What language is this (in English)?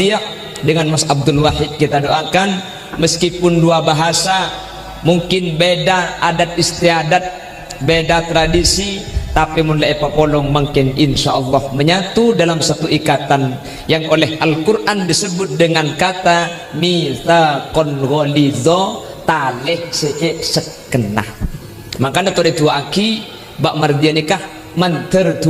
Madurese